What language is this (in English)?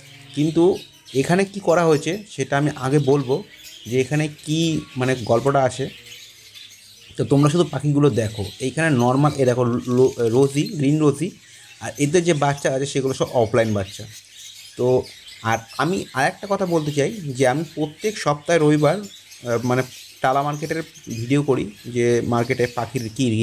Bangla